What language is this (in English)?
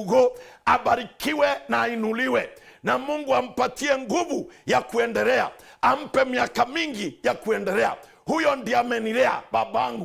Meru